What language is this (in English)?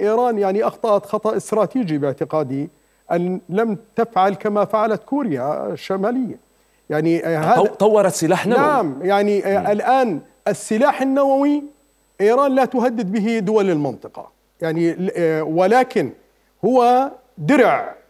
Arabic